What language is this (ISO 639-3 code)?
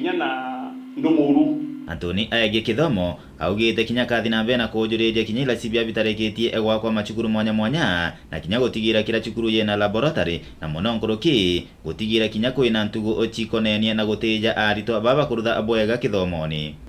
mer